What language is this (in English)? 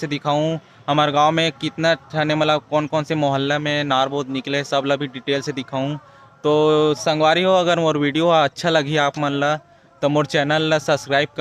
Chhattisgarhi